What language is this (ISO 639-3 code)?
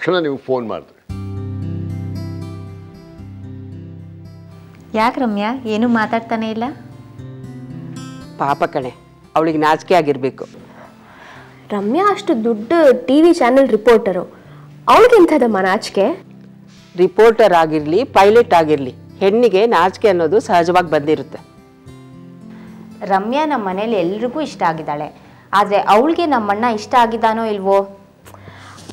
kan